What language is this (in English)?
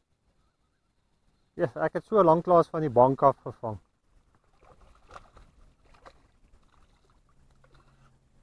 Afrikaans